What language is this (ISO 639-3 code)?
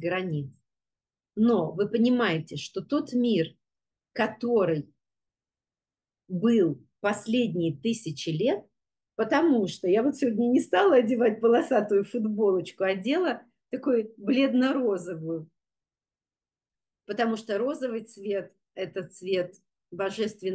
rus